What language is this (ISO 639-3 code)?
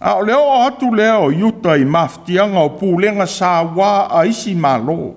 smo